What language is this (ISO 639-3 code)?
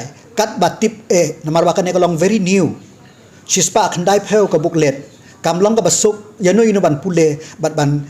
kha